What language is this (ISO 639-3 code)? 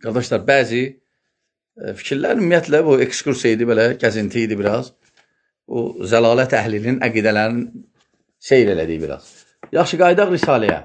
aze